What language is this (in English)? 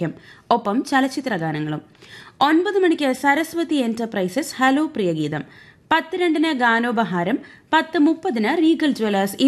Malayalam